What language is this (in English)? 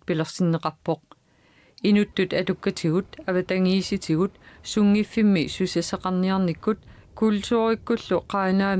Kalaallisut